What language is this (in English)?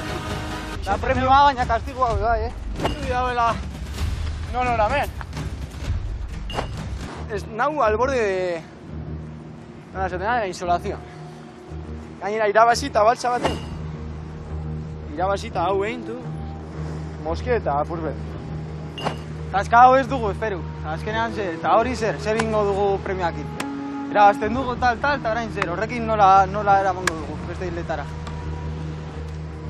Basque